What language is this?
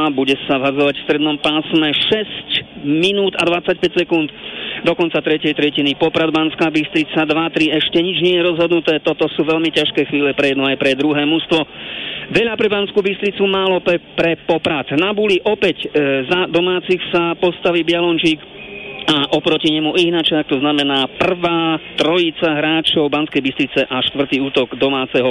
Slovak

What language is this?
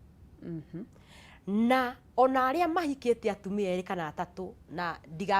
Kikuyu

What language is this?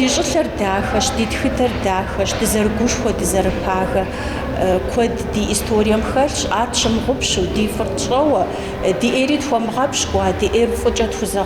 Kabardian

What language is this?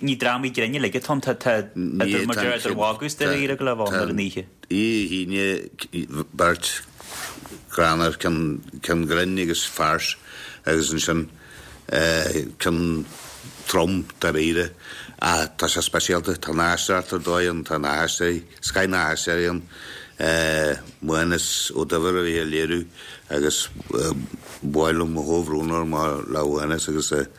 Irish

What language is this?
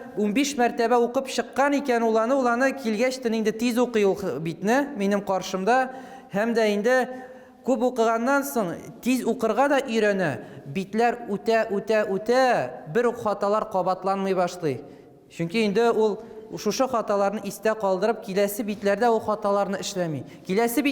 Tatar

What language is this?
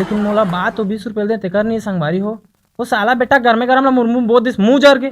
Chhattisgarhi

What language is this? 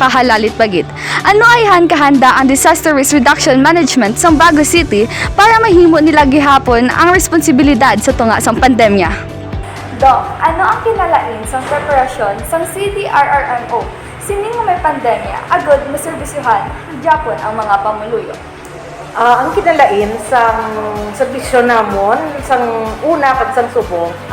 Hiligaynon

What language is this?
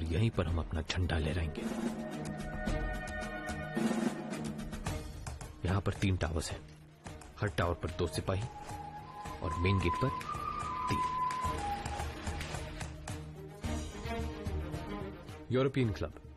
Hindi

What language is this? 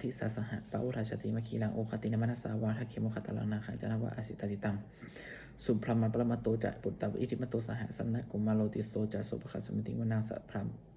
Pali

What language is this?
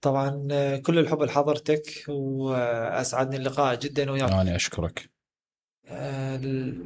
Mesopotamian Arabic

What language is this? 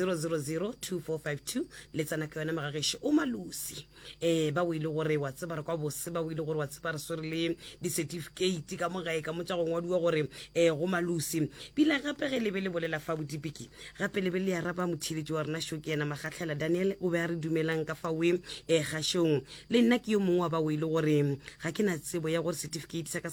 Northern Sotho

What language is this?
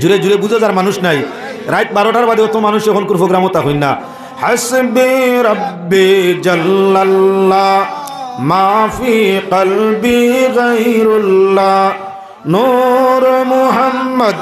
Sylheti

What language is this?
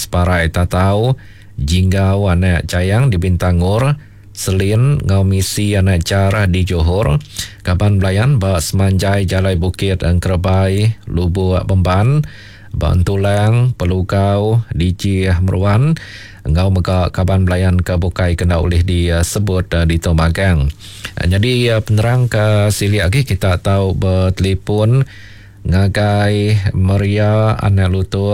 Iban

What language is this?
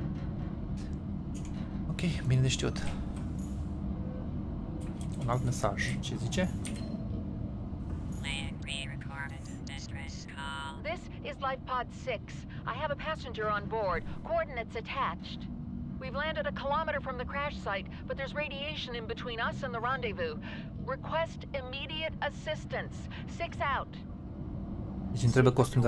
Romanian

